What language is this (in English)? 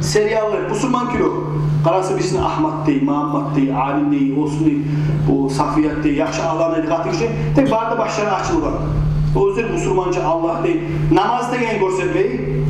Kumyk